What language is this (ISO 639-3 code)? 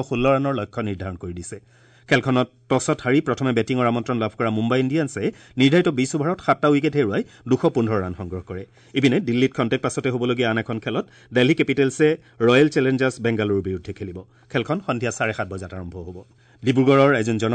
asm